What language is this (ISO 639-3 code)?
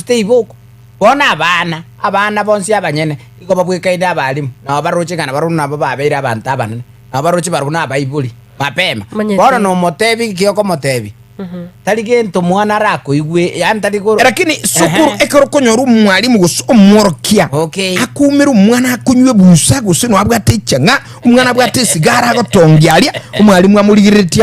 guz